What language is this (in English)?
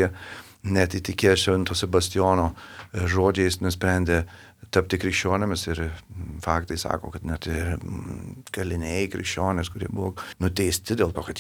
Lithuanian